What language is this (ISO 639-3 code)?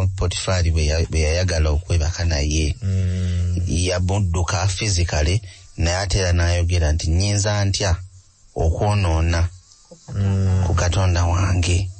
lug